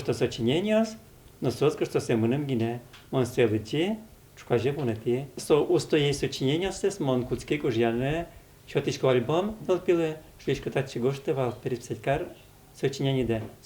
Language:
Udmurt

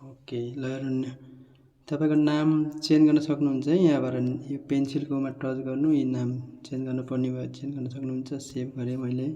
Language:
Nepali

